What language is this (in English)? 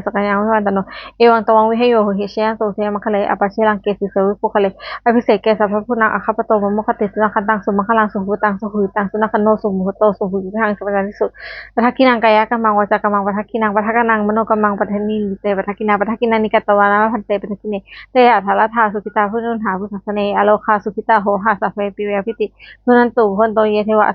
Pali